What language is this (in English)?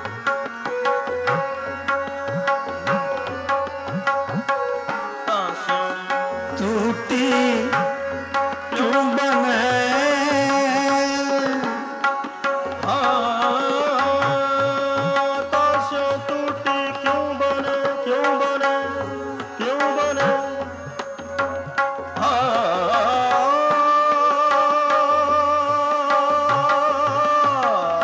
Punjabi